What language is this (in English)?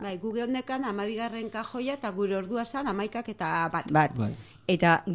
Basque